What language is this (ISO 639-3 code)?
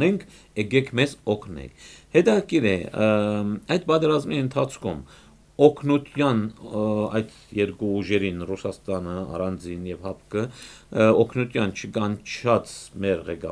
hye